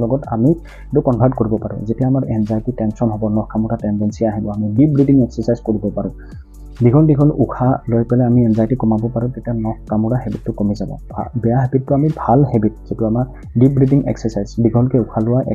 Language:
Assamese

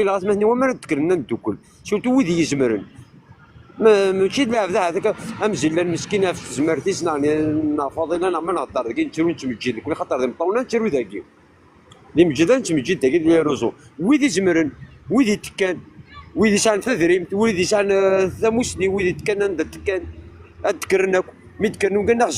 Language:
Kabyle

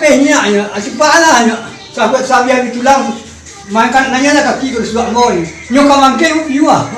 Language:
Minangkabau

